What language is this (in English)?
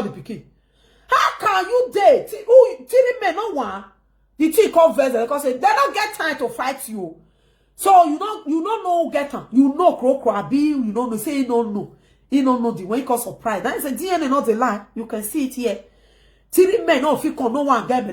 Nigerian Pidgin